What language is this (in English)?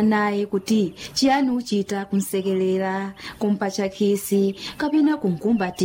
Nyanja